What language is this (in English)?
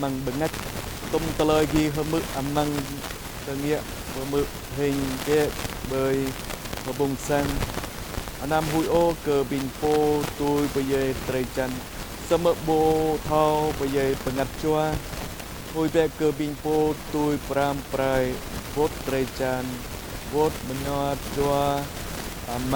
Jarai